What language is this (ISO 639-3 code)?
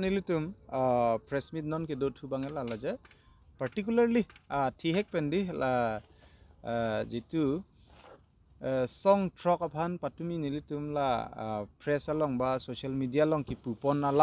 mjw